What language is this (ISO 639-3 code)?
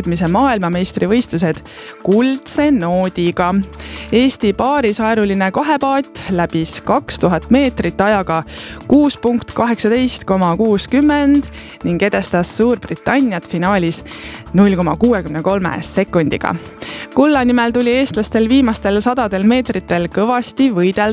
est